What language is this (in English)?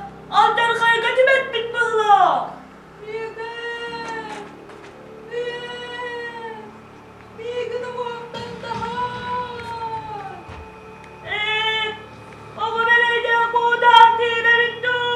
Yakut